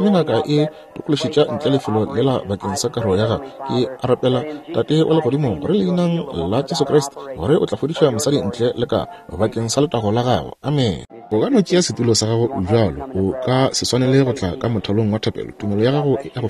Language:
Northern Sotho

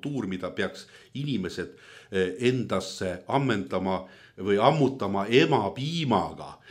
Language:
Estonian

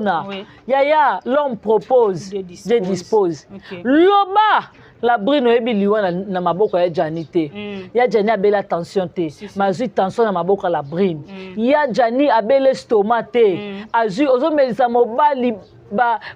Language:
Lingala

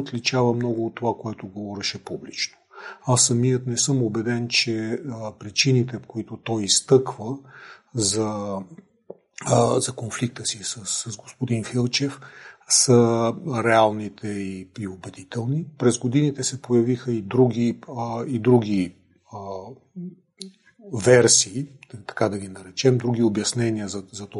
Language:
Bulgarian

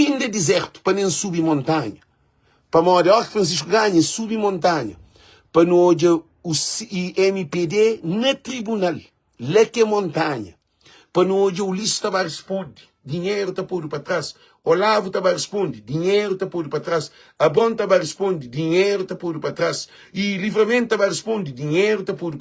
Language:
Kabuverdianu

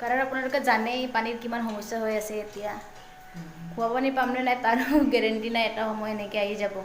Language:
Assamese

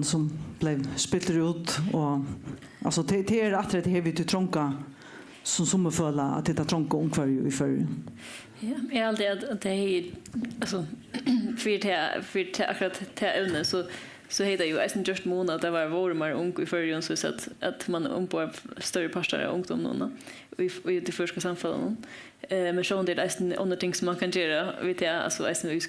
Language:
Faroese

